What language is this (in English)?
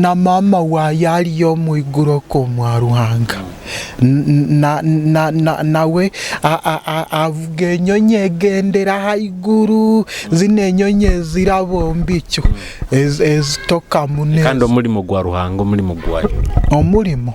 Nyoro